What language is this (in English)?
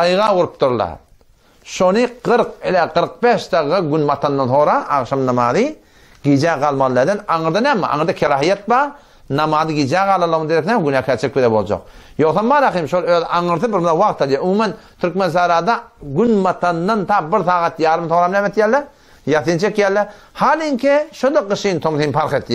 Turkmen